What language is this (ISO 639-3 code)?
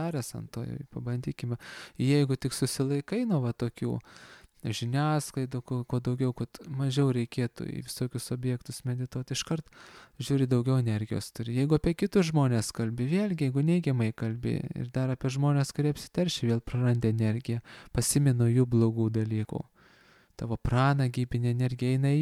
lit